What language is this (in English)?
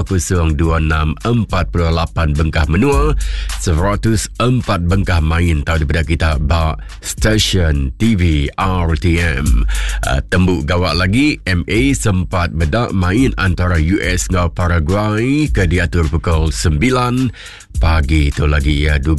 Iban